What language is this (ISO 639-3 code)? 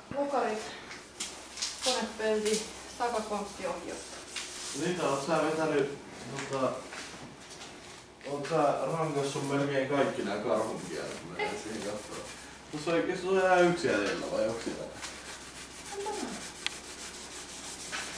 fin